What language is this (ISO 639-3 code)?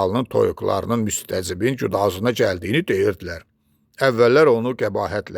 aze